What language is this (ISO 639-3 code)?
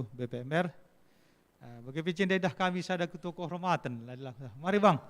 btx